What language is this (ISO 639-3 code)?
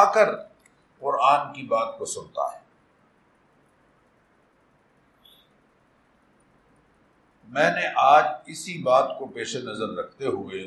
urd